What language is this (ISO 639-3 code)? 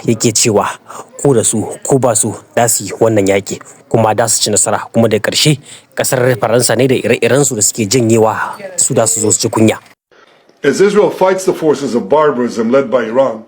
hau